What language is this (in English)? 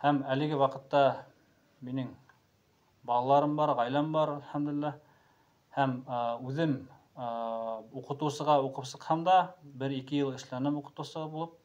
Bashkir